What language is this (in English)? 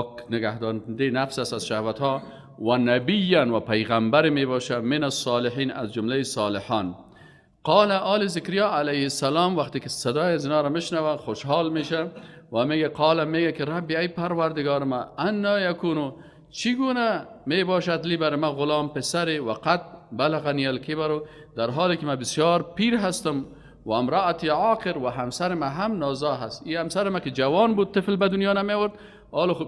Persian